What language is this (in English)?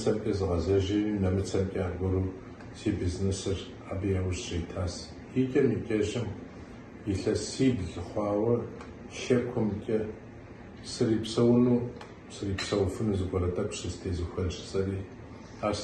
Kabardian